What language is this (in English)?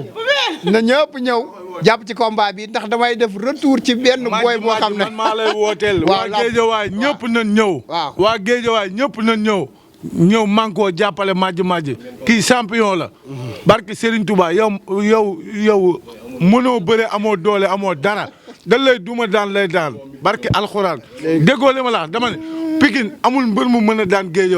Wolof